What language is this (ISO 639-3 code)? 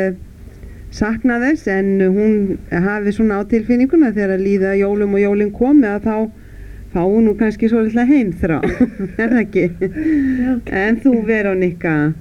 isl